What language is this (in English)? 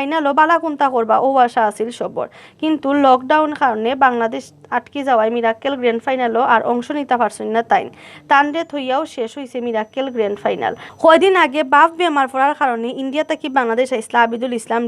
Sylheti